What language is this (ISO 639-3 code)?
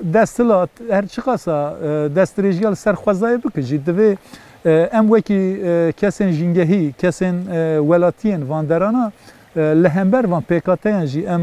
kur